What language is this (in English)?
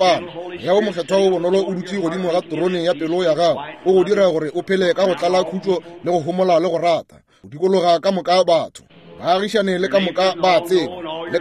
Northern Sotho